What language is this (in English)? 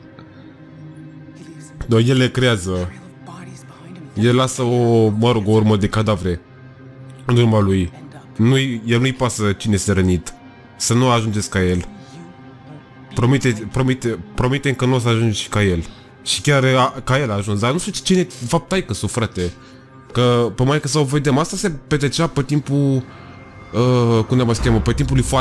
Romanian